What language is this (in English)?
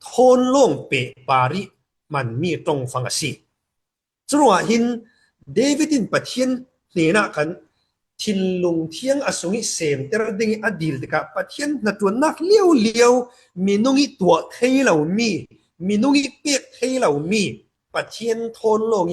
Falam Chin